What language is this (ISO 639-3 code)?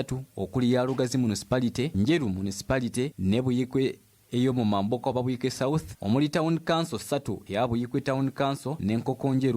lug